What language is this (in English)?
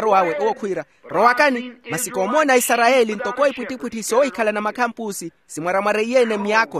Makhuwa